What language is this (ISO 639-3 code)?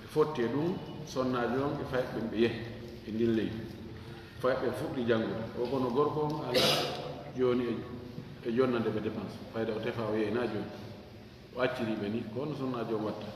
ful